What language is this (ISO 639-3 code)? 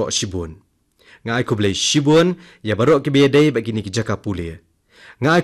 kha